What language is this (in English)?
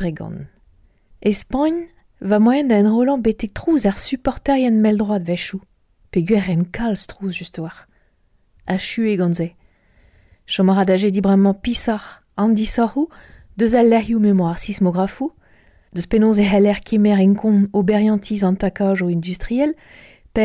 Breton